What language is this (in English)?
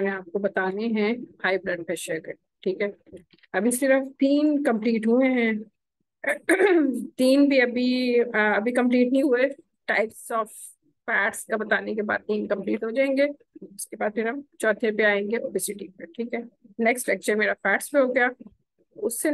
Hindi